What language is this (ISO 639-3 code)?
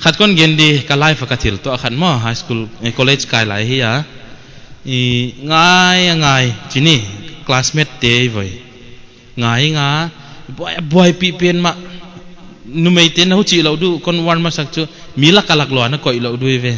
pck